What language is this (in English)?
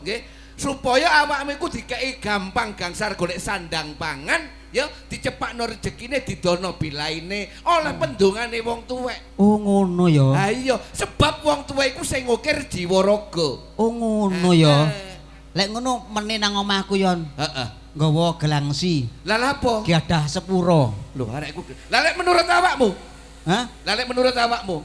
Javanese